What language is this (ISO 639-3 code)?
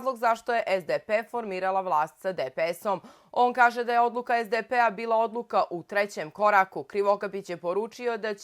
bos